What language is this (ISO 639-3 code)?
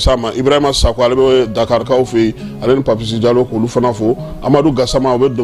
bam